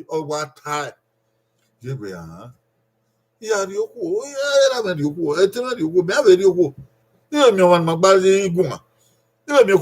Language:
Bini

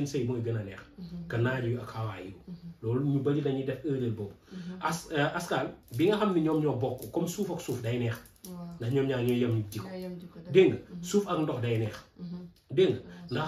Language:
Wolof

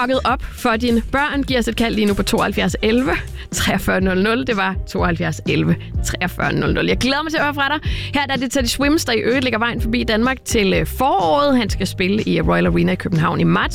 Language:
Danish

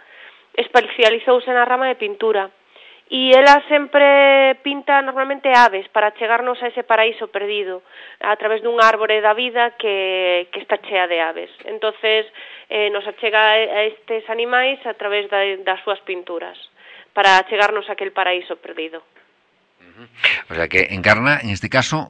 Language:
Galician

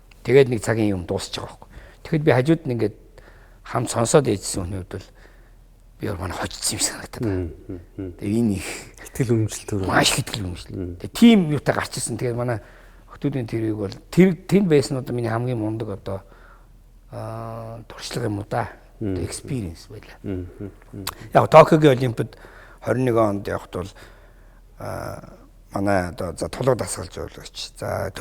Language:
Mongolian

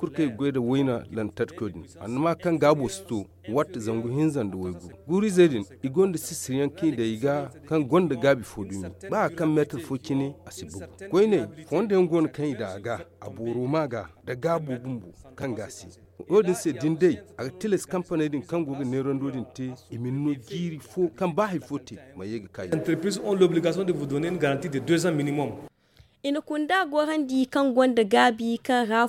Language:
Zarma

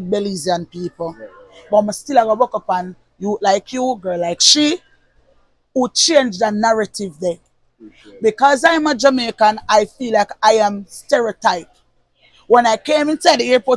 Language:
Jamaican Creole English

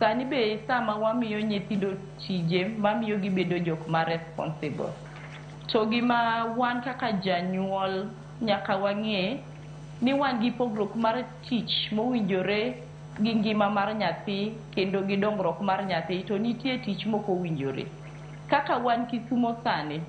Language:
Luo (Kenya and Tanzania)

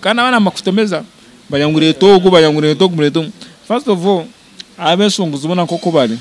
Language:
Nyankole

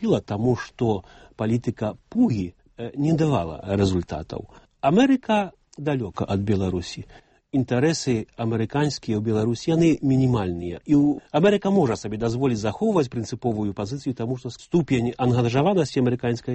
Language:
Belarusian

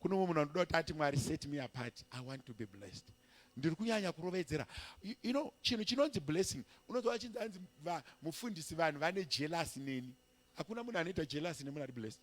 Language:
Shona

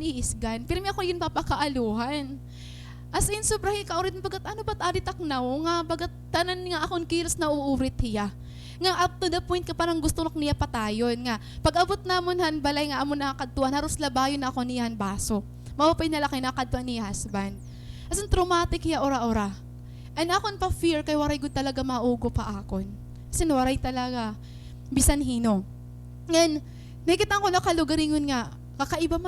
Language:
Waray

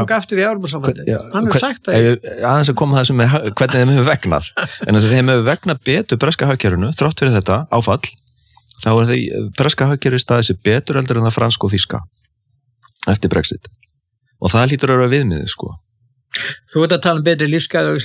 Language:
Icelandic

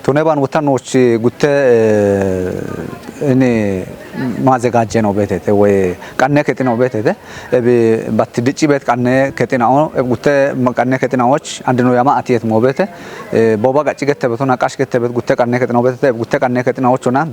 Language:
Kafa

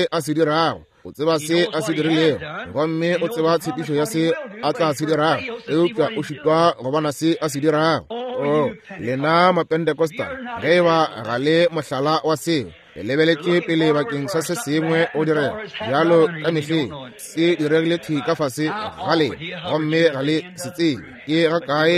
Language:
Northern Sotho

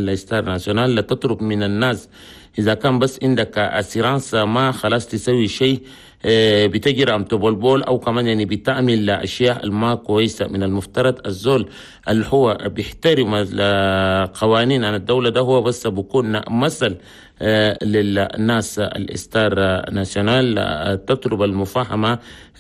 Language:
Chadian Arabic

